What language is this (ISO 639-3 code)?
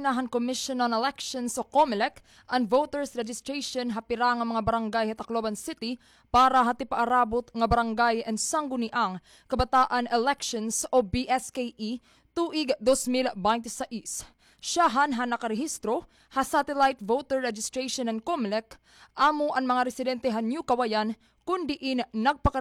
war